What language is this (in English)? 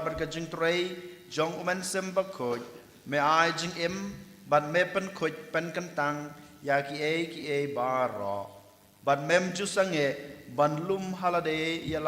Khasi